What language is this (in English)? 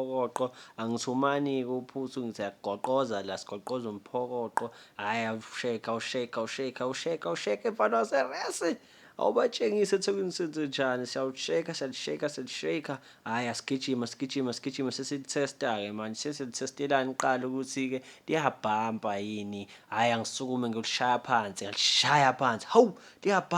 Zulu